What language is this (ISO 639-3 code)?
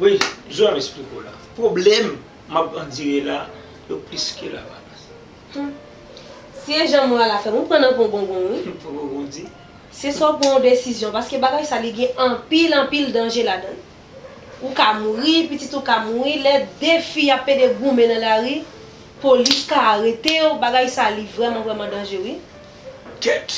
hat